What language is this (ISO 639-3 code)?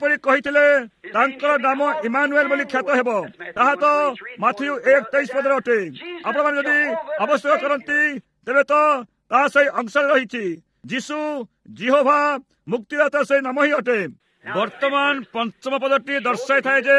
ori